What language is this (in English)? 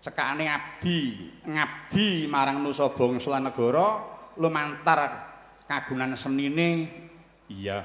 Javanese